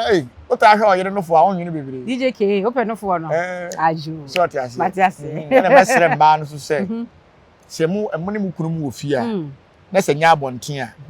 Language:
Akan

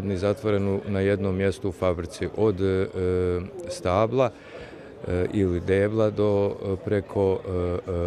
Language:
Bosnian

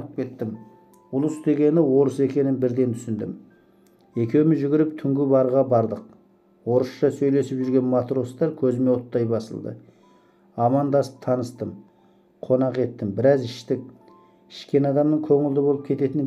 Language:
Kazakh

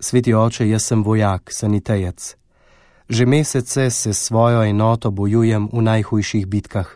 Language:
Slovenian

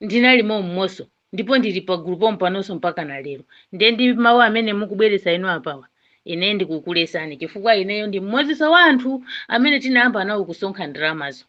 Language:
Nyanja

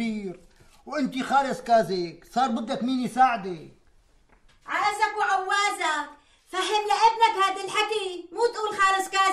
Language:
North Levantine Arabic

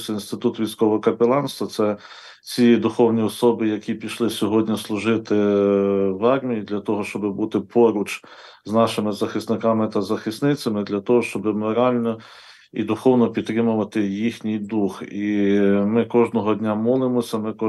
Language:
Ukrainian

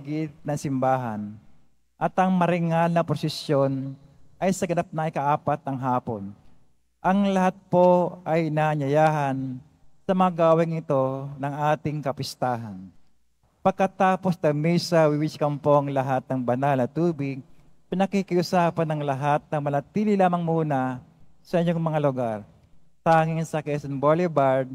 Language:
Filipino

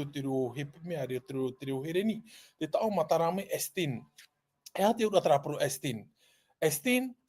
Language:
Tahitian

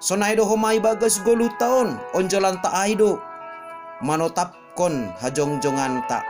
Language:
Batak Simalungun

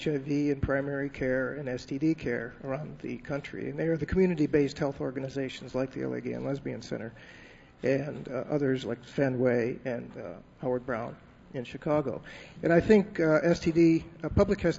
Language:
English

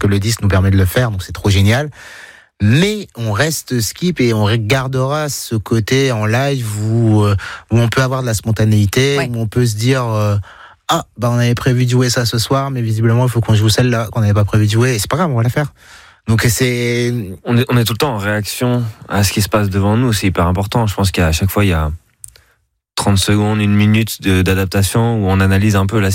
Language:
French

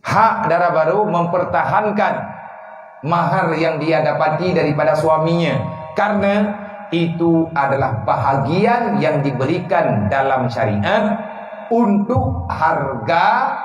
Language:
Achinese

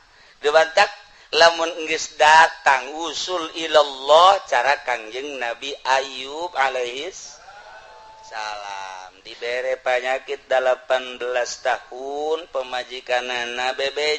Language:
Sundanese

